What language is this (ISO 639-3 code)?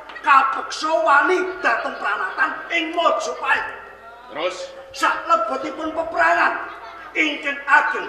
jav